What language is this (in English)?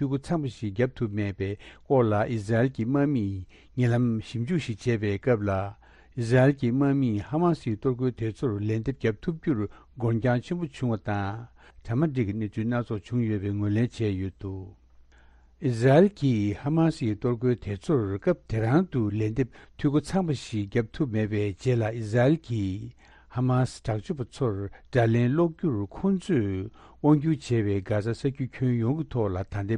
Tibetan